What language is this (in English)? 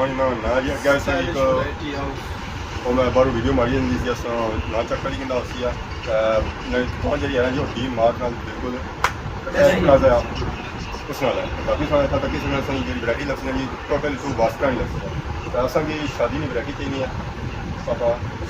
Pahari-Potwari